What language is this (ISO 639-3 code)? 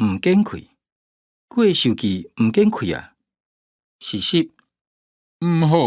hak